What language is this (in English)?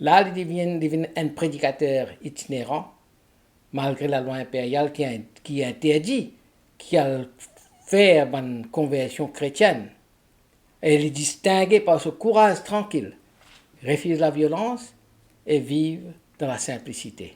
Morisyen